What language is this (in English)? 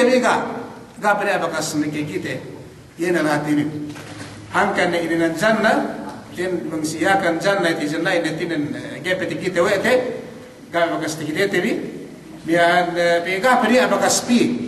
Yakan